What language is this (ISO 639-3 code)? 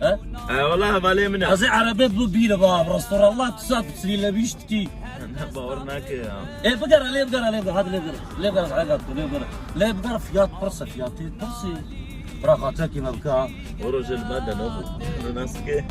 kur